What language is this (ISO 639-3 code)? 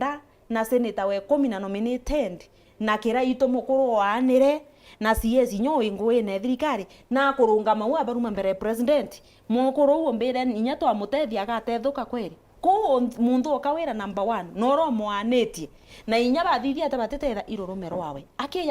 mer